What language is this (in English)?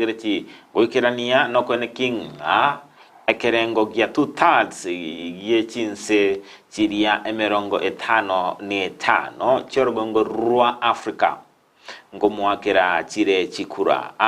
Gusii